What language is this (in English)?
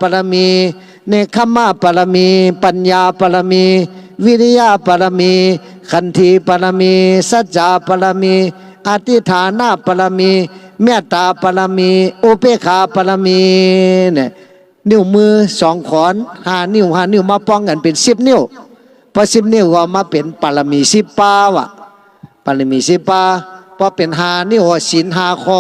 Shan